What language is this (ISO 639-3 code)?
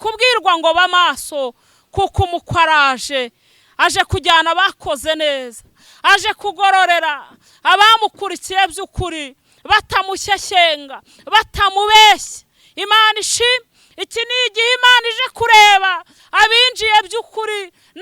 kin